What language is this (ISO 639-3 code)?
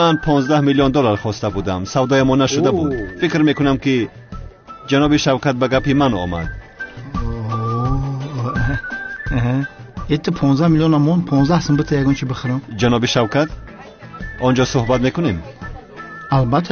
tgk